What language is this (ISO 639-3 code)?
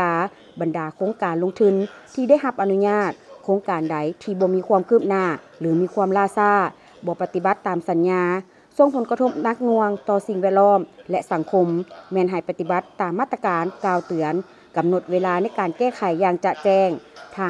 lao